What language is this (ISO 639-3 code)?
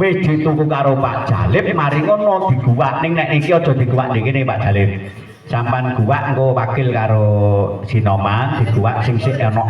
jav